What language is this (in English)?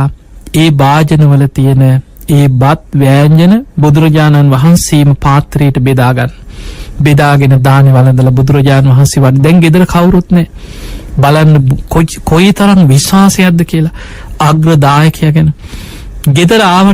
Sinhala